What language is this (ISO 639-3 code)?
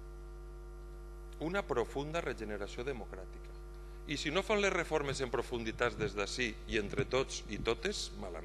cat